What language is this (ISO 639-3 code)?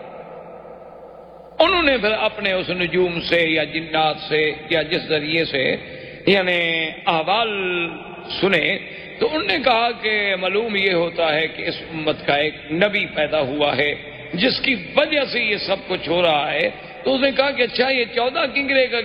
urd